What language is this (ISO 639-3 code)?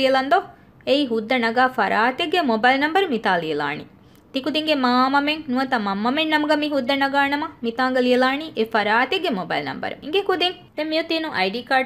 div